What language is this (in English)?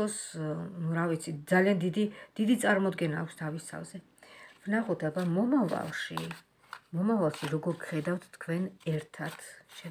Georgian